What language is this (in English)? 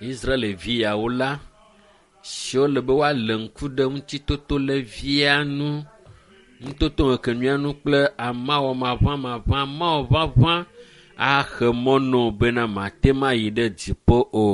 Ewe